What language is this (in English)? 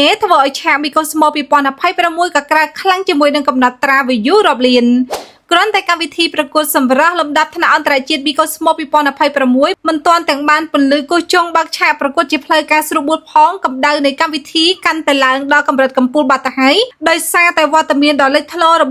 Khmer